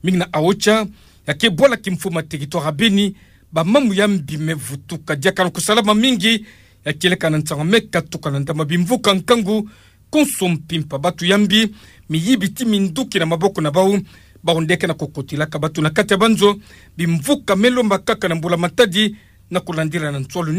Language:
Kituba (Democratic Republic of Congo)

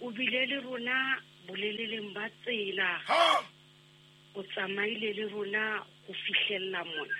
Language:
Southern Sotho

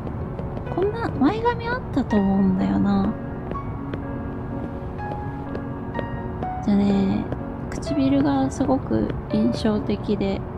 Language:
Japanese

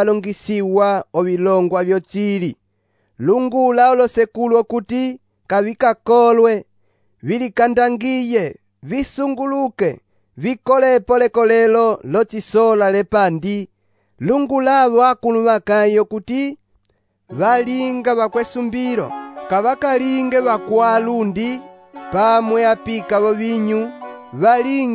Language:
Umbundu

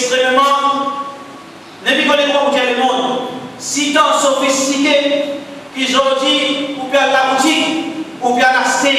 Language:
Morisyen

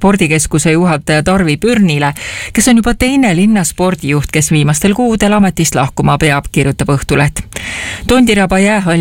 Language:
Estonian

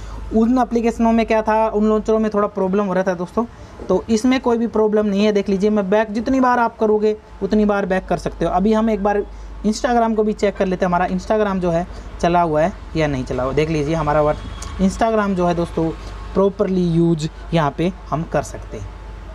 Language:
Hindi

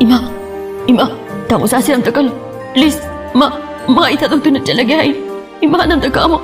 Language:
Manipuri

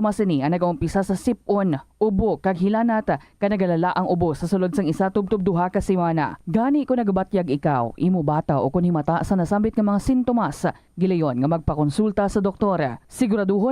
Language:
Hiligaynon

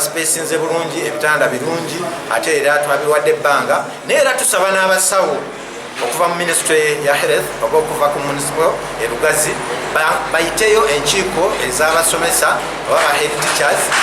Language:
Ganda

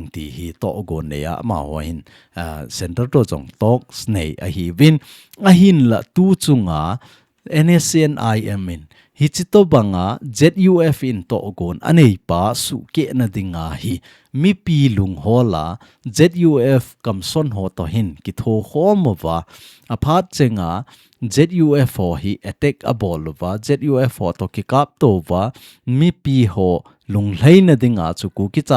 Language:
Thado Chin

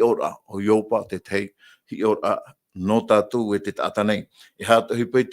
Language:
Tahitian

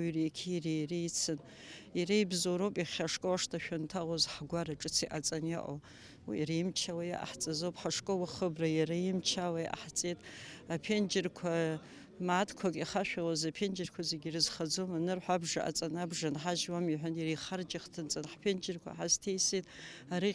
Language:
Abkhazian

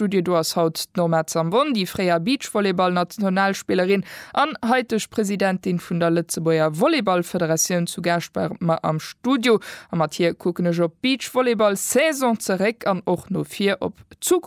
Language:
Luxembourgish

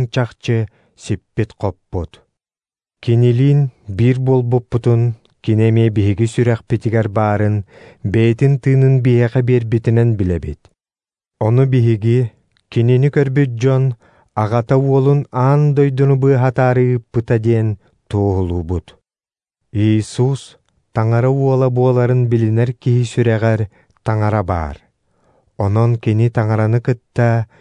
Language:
Yakut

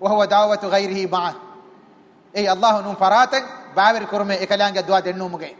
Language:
Divehi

